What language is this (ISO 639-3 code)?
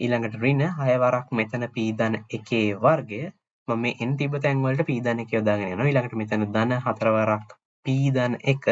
sin